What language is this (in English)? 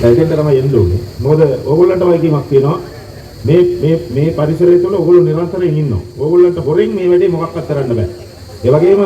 Sinhala